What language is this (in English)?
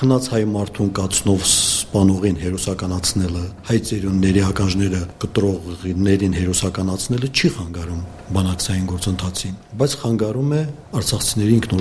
Armenian